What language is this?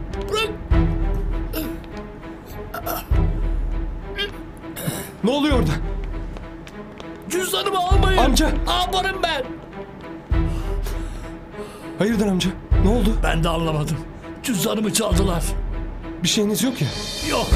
Turkish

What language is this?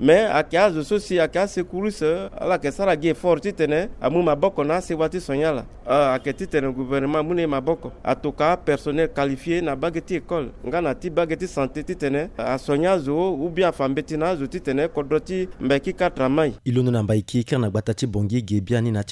Sango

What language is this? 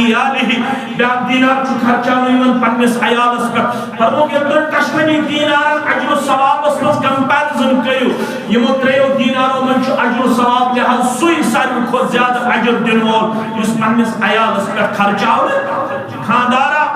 Kashmiri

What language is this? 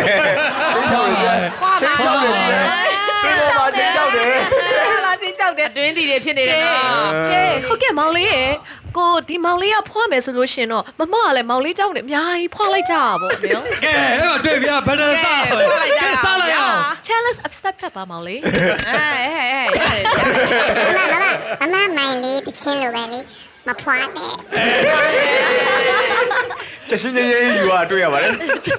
Burmese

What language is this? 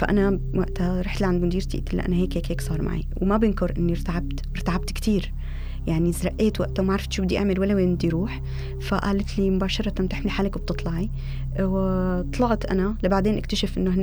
North Levantine Arabic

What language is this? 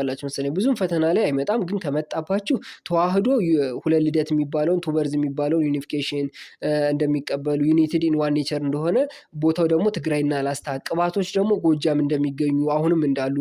Amharic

